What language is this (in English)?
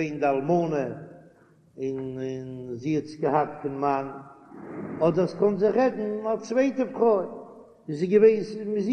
Yiddish